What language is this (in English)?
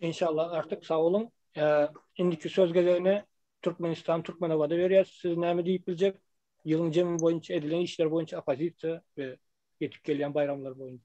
Turkmen